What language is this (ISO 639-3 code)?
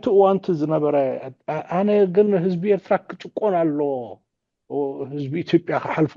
tir